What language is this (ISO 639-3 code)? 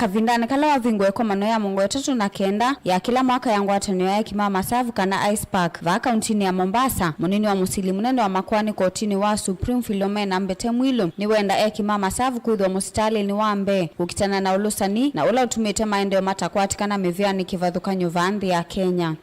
kam